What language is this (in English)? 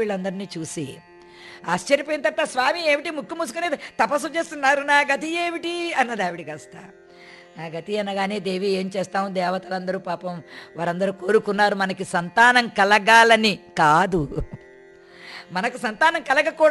Telugu